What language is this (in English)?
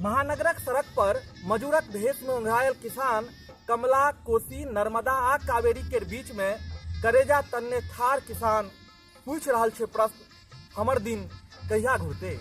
Maithili